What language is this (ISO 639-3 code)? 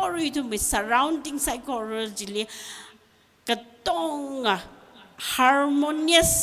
nmf